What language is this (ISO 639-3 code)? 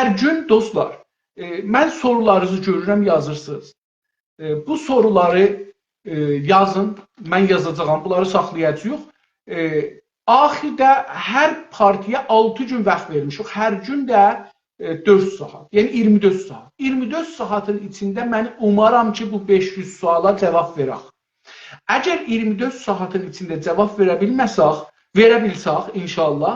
azb